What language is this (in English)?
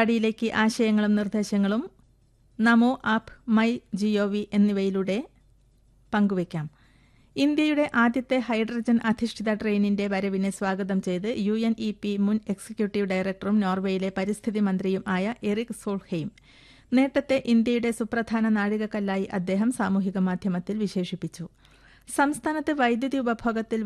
Malayalam